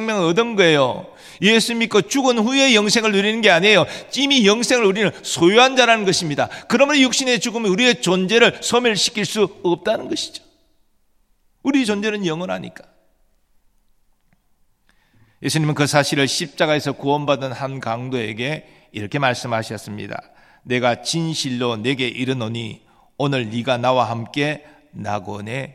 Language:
Korean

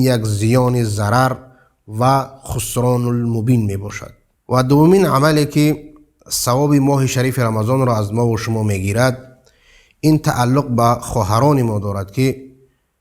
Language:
Persian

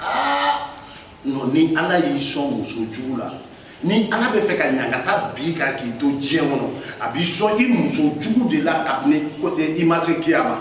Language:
Bambara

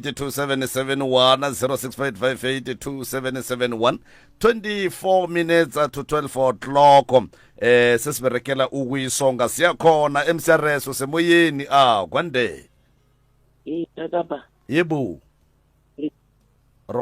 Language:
Northern Sotho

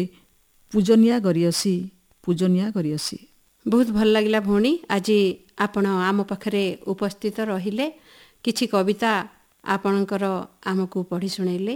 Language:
Odia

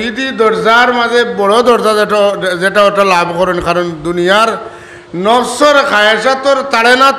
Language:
Sylheti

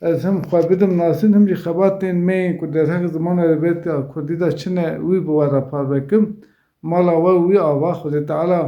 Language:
Kurdish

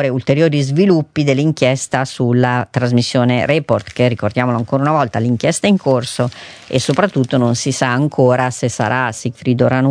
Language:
Italian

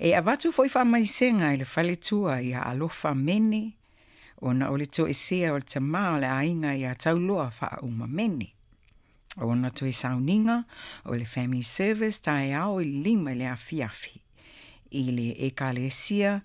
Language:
Samoan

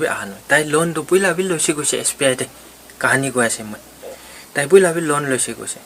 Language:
Naga Pidgin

